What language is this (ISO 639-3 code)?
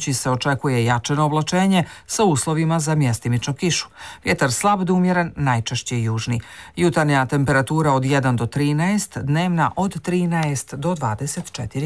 bos